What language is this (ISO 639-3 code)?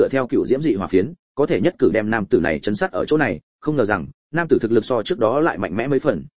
vie